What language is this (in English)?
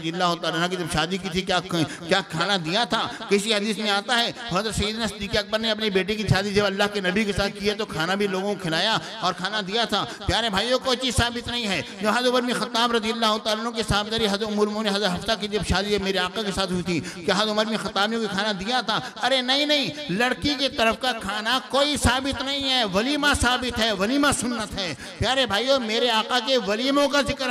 Urdu